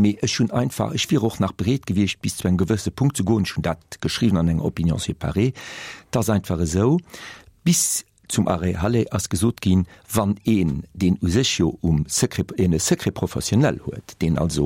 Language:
Luxembourgish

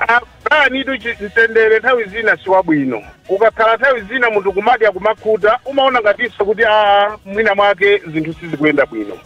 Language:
Nyanja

